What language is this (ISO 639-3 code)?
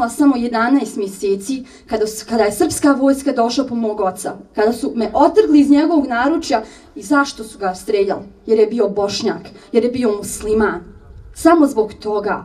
bos